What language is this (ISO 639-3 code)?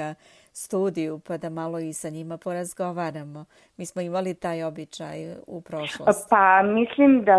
srp